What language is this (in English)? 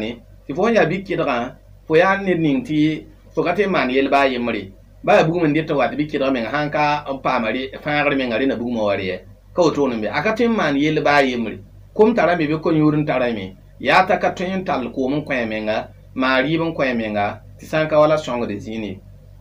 Mossi